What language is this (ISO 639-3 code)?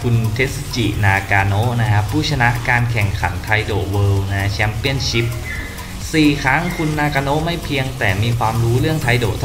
tha